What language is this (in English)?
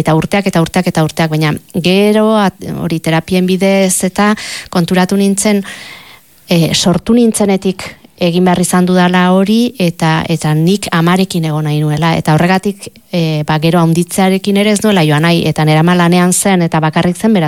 Basque